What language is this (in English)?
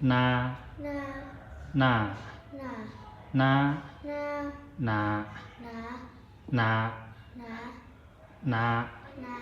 Zhuang